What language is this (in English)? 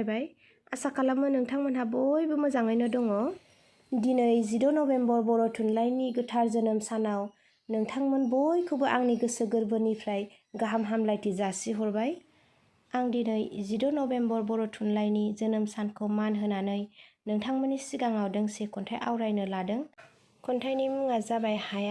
Bodo